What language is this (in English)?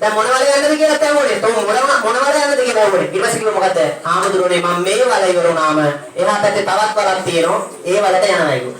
Sinhala